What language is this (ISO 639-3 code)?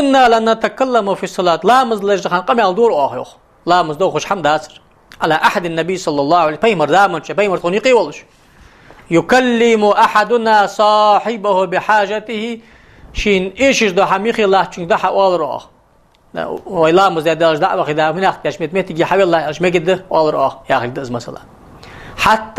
inh